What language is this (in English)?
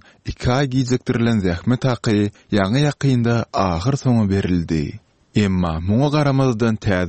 Turkmen